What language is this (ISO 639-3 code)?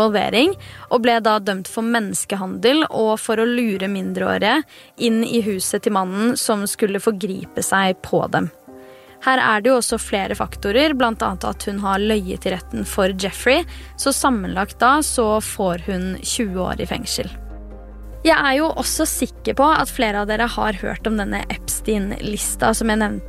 nor